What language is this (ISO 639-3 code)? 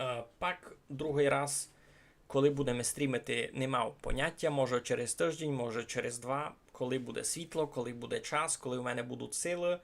rue